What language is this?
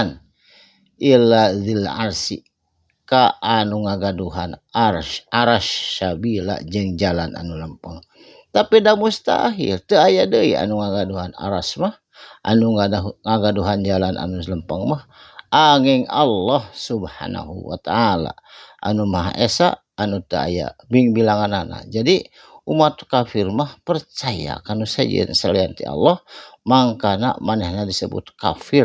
Sundanese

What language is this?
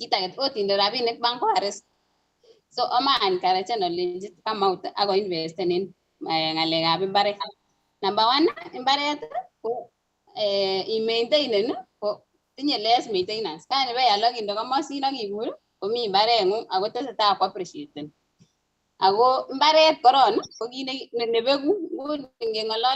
Kalenjin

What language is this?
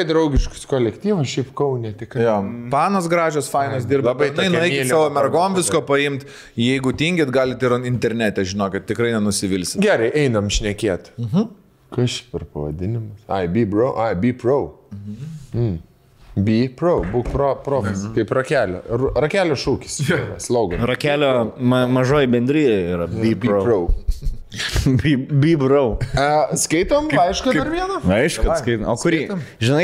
Lithuanian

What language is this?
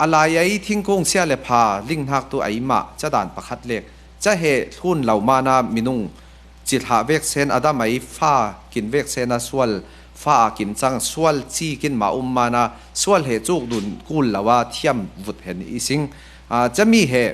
Falam Chin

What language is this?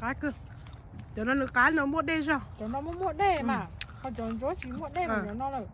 Hmong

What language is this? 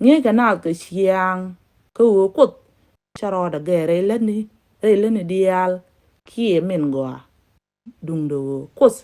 Nuer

